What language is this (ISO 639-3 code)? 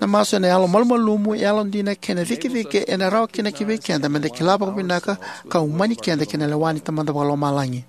fij